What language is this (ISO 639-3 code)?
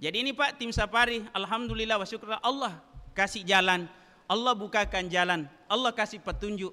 bug